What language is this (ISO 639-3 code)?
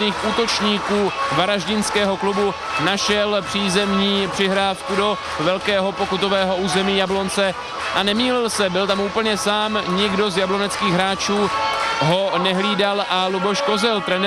ces